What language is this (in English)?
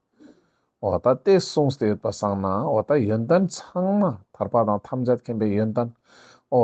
Ladakhi